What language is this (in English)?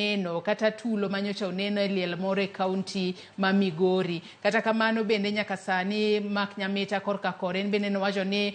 Luo (Kenya and Tanzania)